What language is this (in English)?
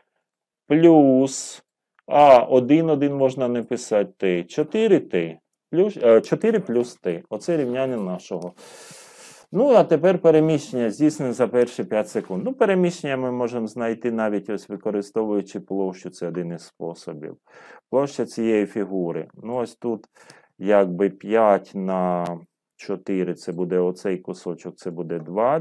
Ukrainian